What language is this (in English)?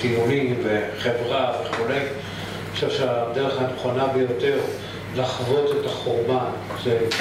Hebrew